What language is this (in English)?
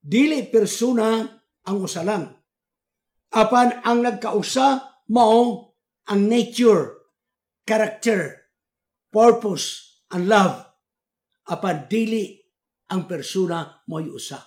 Cebuano